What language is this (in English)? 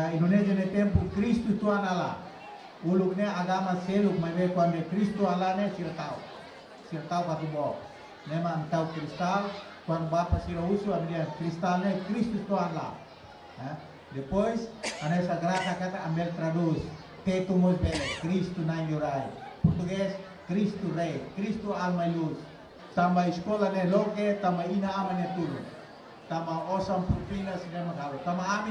Tetum